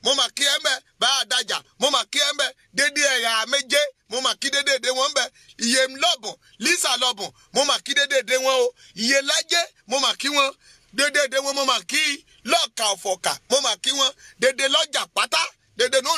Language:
Yoruba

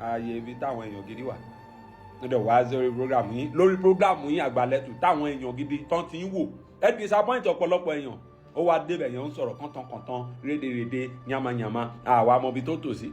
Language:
Yoruba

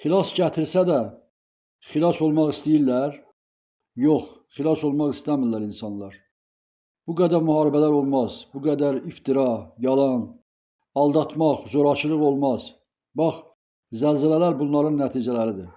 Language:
Azerbaijani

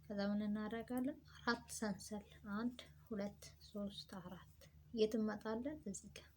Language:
Amharic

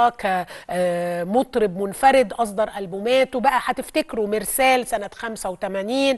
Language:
Egyptian Arabic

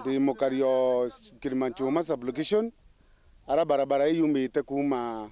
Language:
Meru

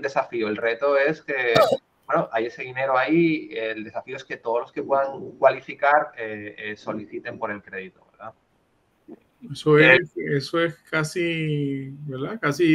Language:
Spanish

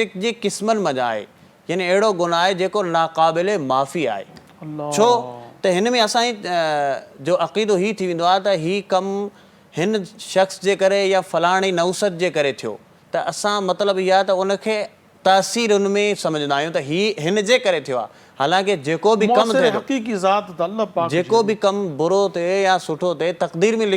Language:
Sindhi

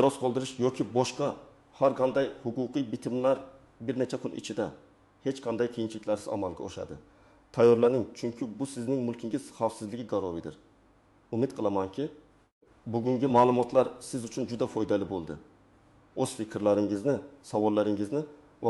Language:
Uzbek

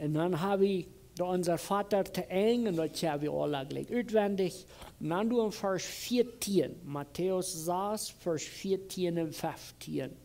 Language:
Plautdietsch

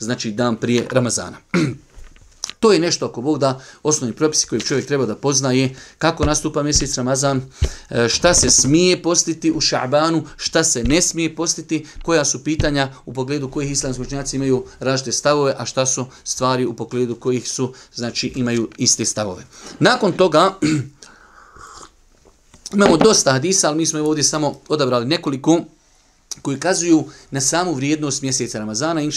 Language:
Bosnian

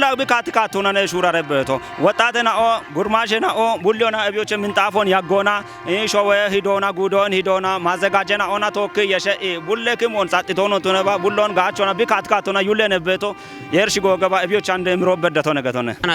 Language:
Kafa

